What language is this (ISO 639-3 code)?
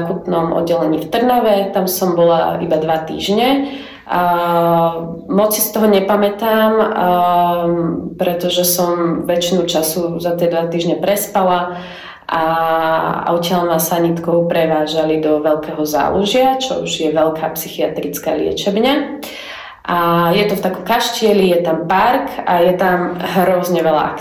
slk